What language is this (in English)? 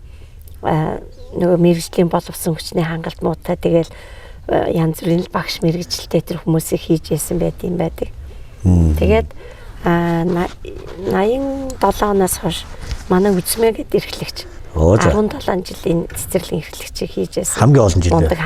Mongolian